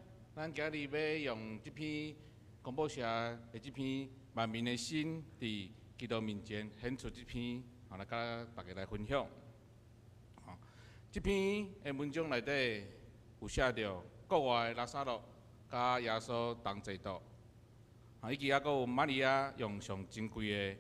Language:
Min Nan Chinese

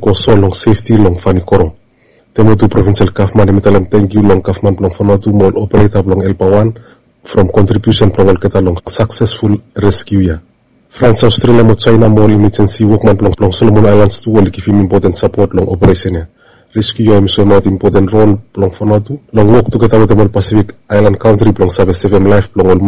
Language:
Bislama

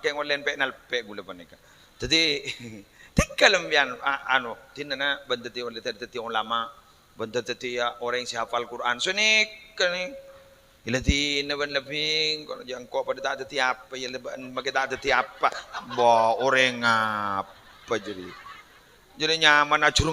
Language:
Madurese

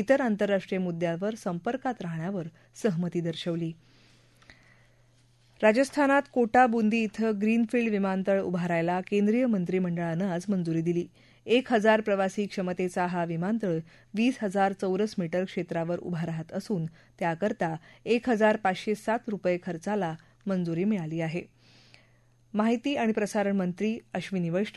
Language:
Marathi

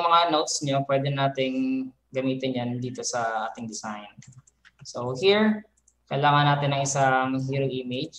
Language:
Filipino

